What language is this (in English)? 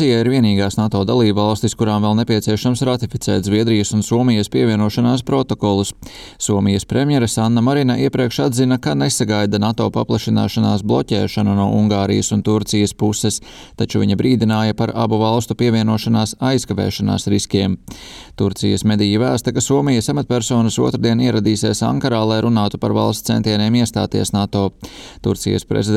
Latvian